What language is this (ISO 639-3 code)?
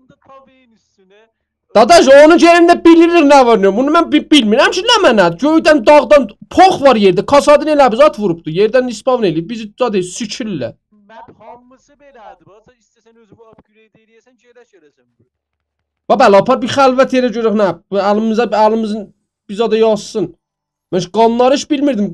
azb